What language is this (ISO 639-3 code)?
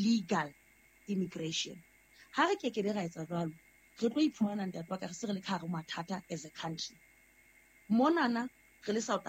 sot